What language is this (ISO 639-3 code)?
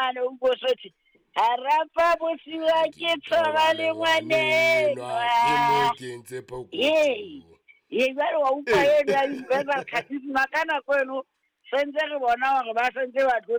sot